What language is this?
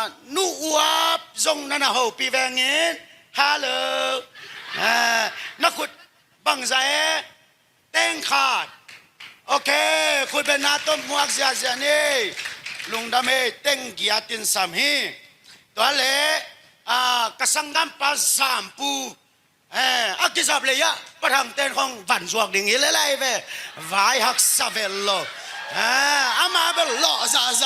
Tedim Chin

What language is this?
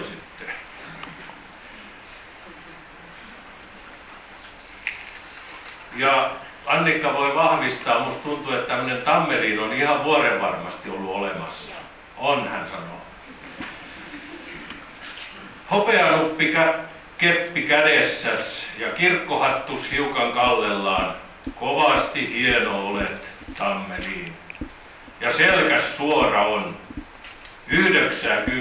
Finnish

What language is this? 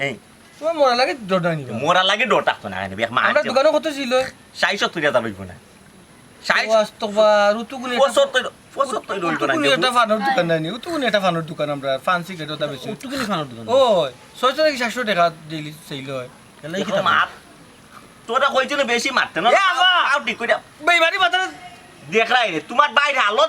Sylheti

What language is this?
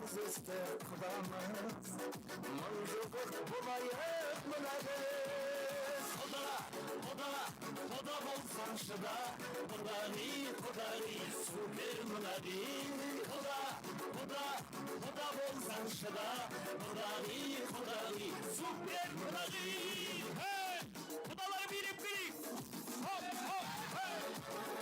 Kara-Kalpak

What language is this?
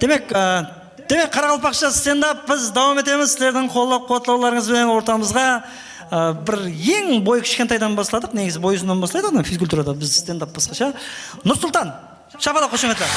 Kara-Kalpak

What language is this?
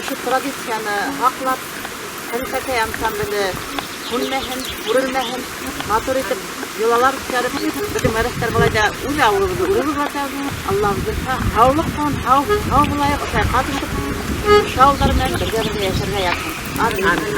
Bashkir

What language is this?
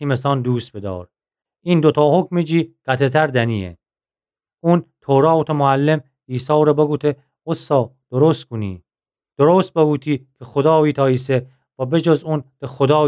Gilaki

